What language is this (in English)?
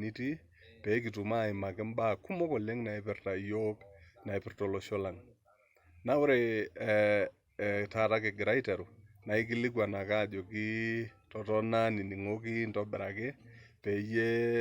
Masai